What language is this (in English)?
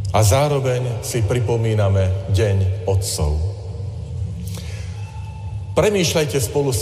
Slovak